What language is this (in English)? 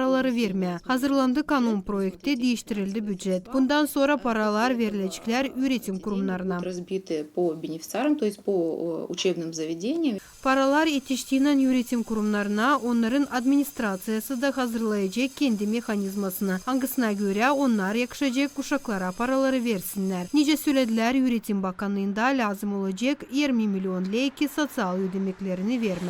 Gagauz